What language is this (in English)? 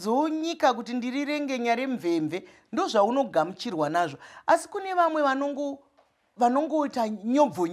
Shona